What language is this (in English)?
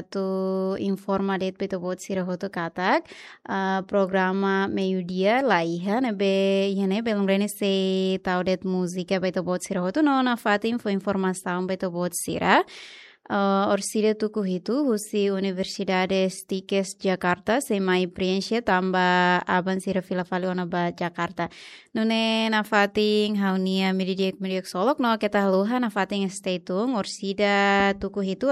Tetum